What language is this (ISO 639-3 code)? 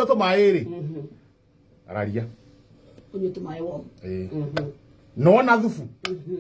kik